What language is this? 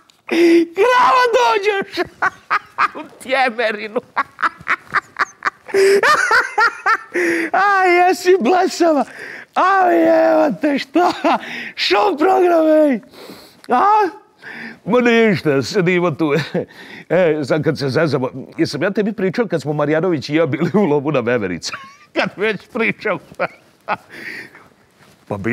Serbian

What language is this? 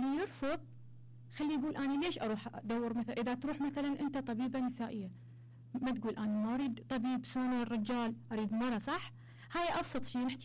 Mesopotamian Arabic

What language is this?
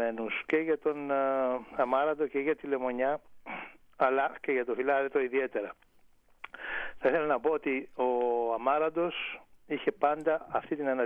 Greek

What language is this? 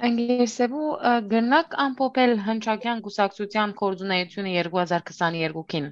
Western Armenian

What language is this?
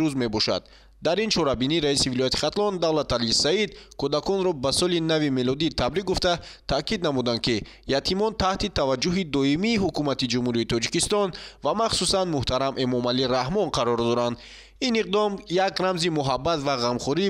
Tajik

